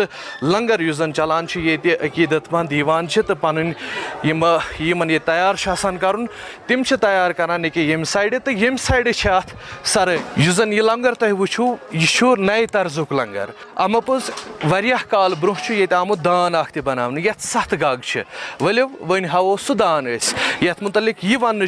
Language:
Kashmiri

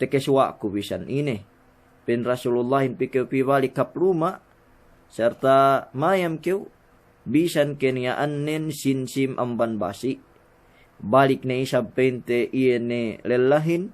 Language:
Yakan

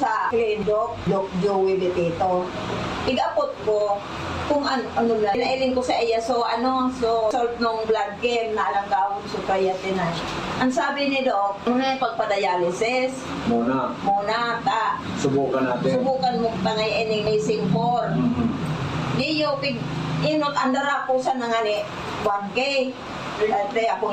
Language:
Bikol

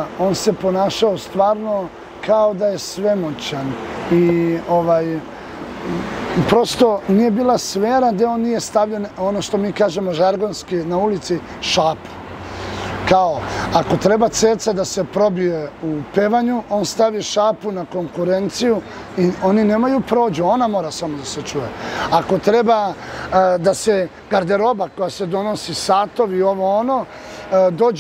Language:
Serbian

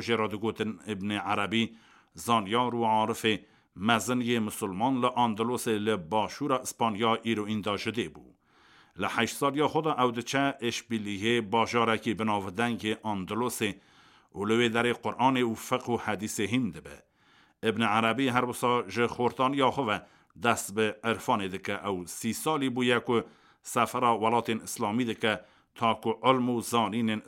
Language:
Kurdish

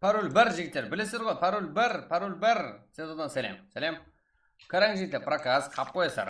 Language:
Kara-Kalpak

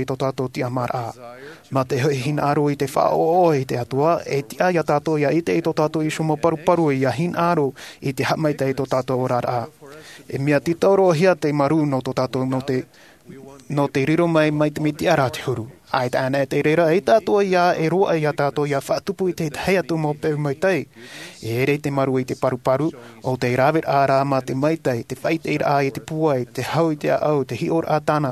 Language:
Tahitian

